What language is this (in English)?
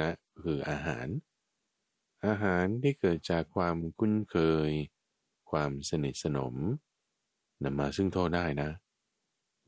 Thai